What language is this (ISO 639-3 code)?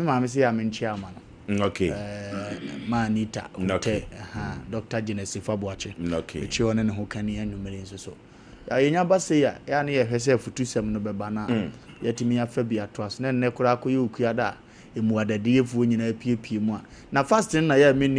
aka